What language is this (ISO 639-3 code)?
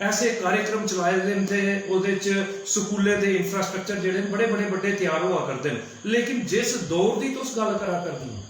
doi